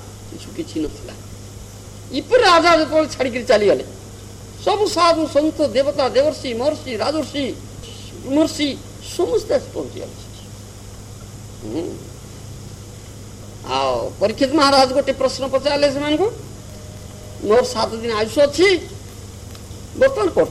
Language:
Odia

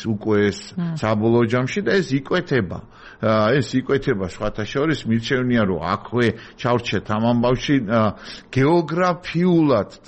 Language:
Georgian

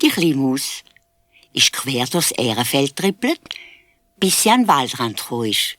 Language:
Swiss German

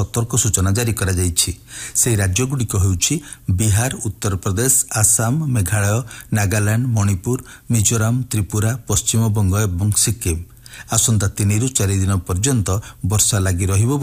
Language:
Odia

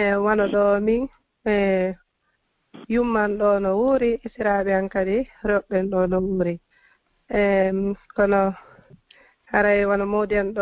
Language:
Fula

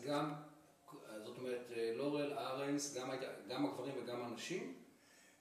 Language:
Hebrew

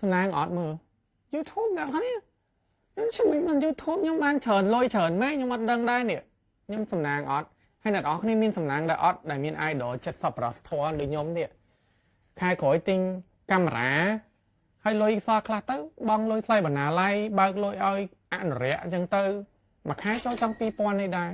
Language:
Khmer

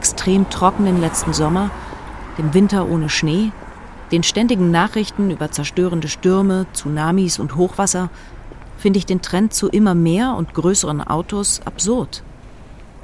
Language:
German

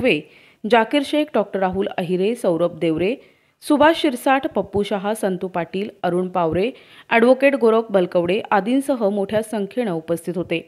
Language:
Marathi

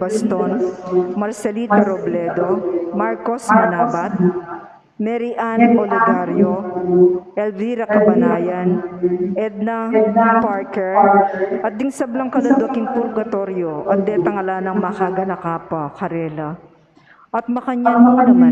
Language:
Pampanga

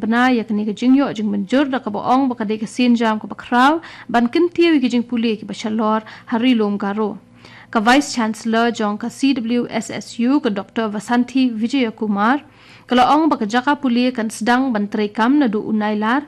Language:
Khasi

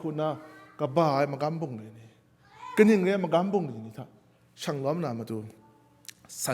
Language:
Kachin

